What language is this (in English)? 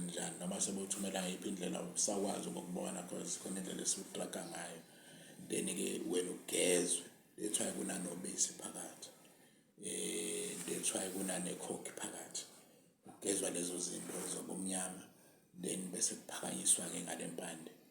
Zulu